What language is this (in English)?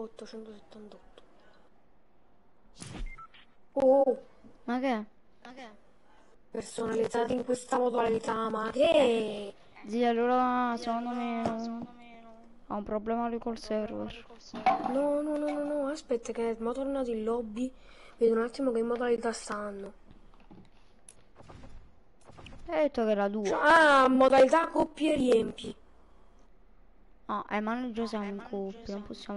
Italian